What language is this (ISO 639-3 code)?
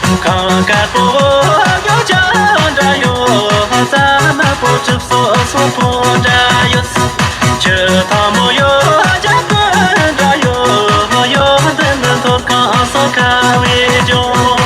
bod